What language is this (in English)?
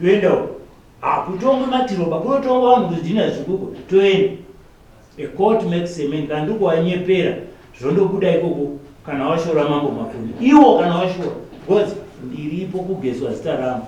Shona